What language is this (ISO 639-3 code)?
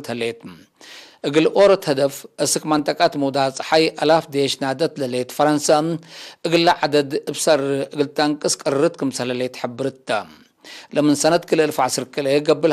tig